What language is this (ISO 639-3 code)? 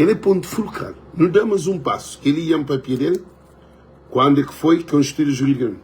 kea